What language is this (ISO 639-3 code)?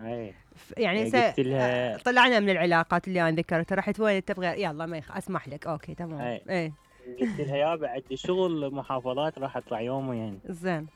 acm